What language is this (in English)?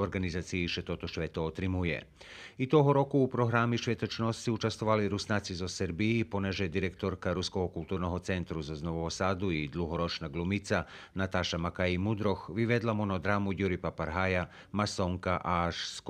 Rusyn